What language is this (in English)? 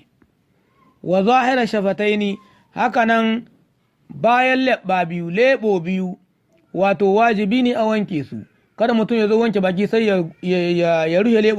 Hausa